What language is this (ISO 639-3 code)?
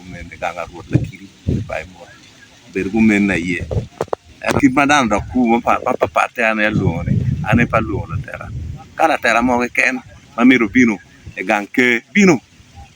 ach